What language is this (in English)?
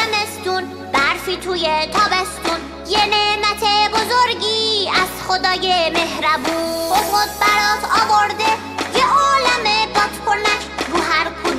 Persian